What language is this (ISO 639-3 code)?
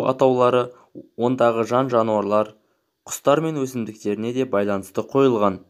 kaz